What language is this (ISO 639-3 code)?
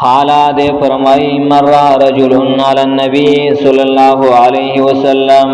pus